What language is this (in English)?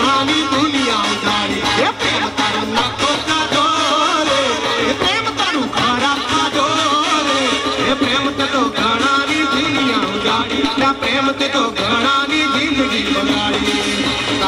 Gujarati